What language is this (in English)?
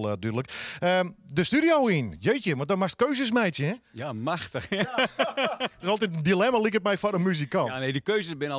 Western Frisian